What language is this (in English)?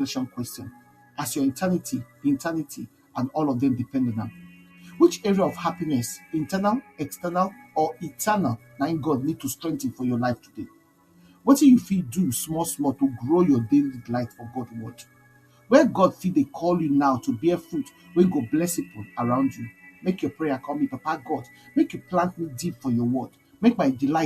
Nigerian Pidgin